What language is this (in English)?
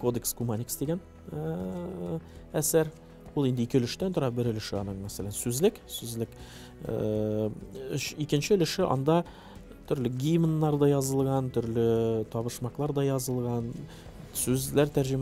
Tatar